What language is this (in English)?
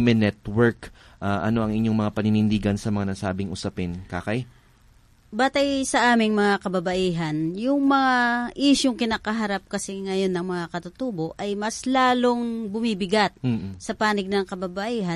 Filipino